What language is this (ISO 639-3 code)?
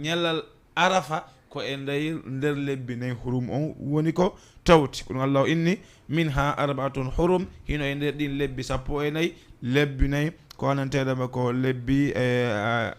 ful